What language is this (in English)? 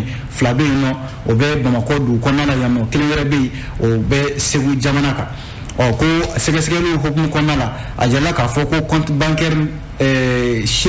Bambara